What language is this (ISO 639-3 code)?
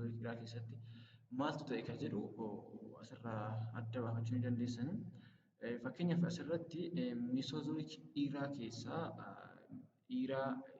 orm